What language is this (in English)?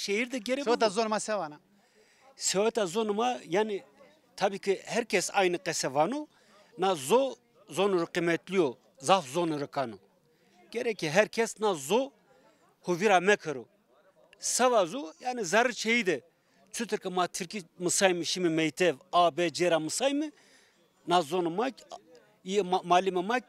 Zaza